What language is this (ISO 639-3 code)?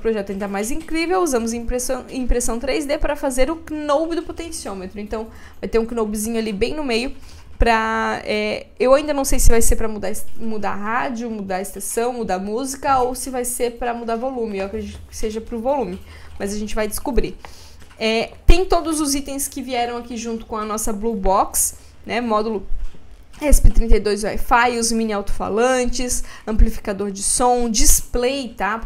por